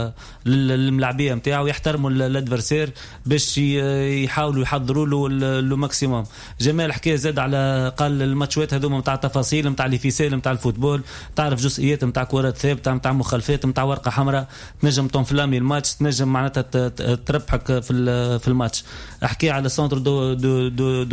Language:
Tunisian Arabic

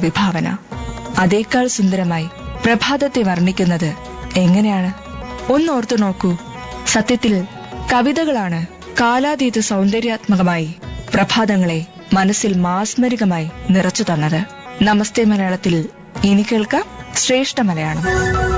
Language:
Malayalam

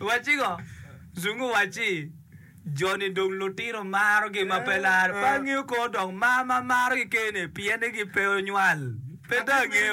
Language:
Acoli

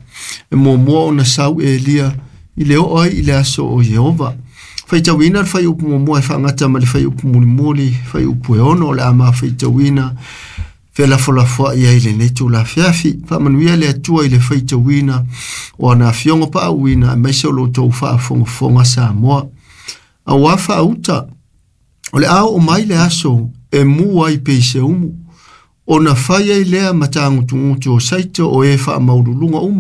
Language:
Samoan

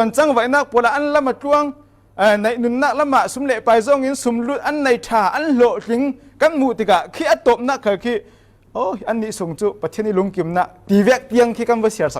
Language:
Falam Chin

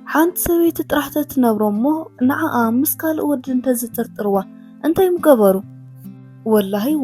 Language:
Tigrinya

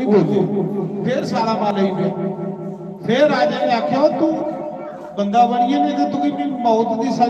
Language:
Dogri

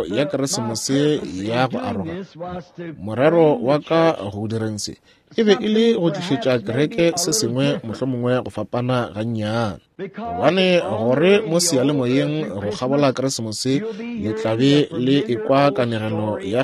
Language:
Northern Sotho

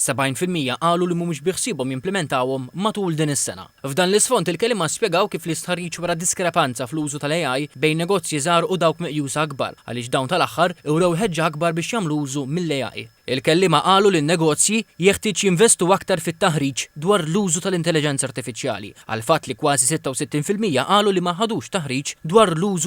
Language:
Maltese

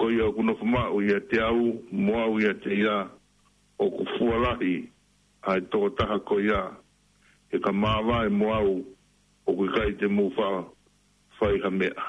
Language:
Tongan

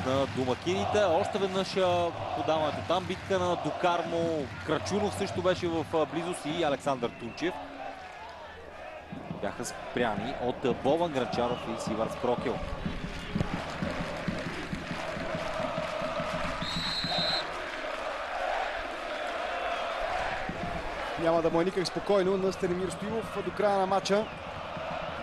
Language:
Bulgarian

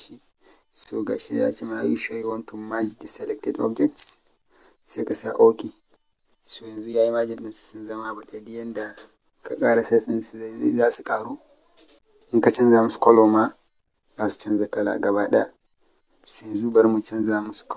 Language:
Hausa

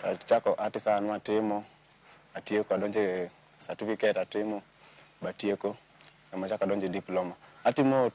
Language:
Luo (Kenya and Tanzania)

